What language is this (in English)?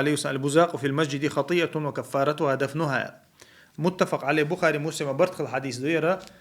Chechen